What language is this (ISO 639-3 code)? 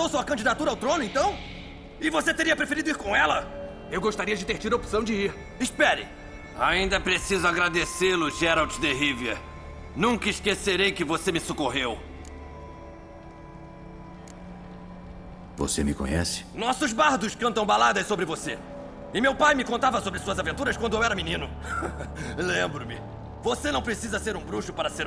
por